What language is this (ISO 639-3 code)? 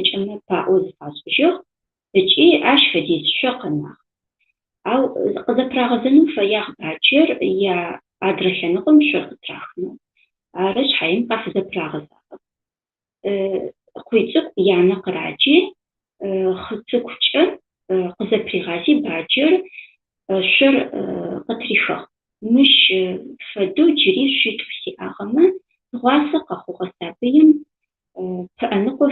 ady